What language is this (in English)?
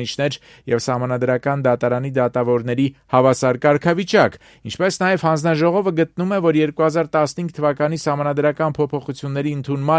Armenian